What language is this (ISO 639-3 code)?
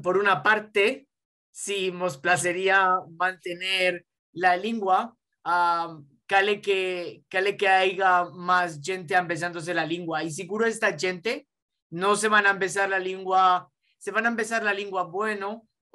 lad